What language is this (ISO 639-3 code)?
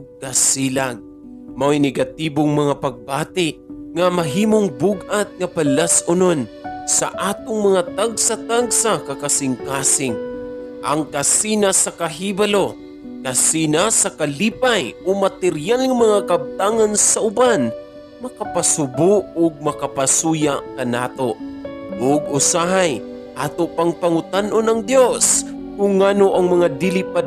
ceb